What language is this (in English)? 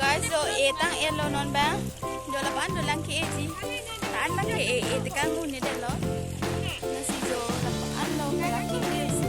Karbi